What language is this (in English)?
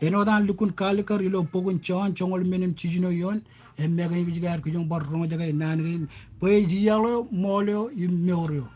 Marshallese